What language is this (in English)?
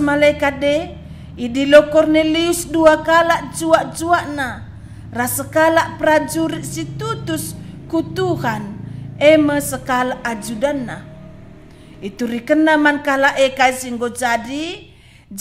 Batak Karo